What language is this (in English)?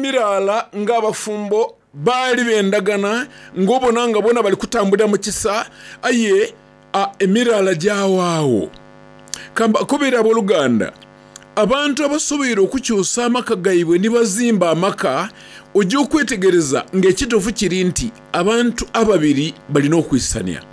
Soga